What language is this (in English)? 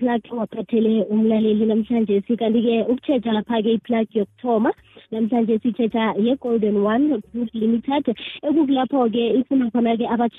South Ndebele